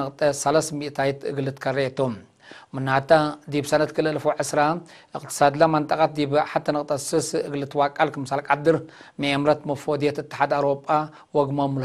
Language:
Tigre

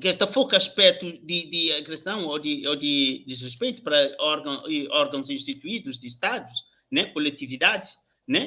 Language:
Kabuverdianu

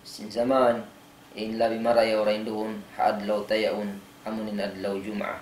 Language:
Tausug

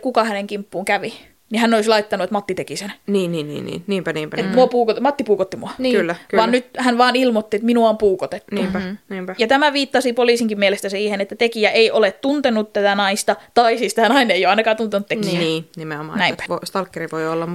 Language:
Finnish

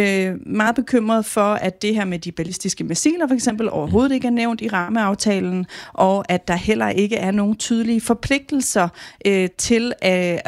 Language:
Danish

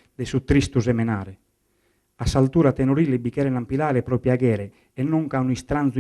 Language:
Sardinian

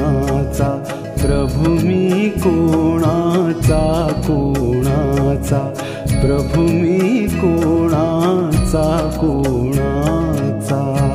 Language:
Marathi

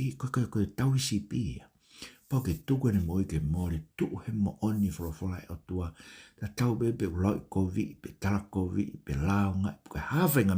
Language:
Tongan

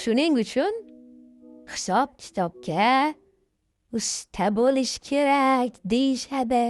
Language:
Uzbek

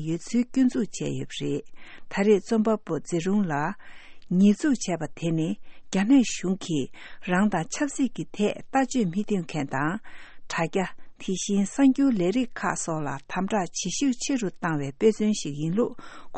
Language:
Tibetan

